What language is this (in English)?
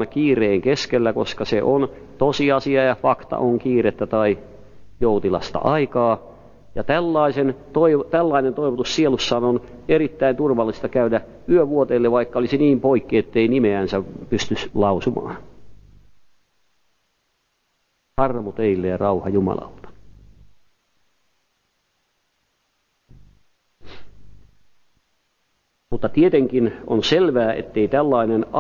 Finnish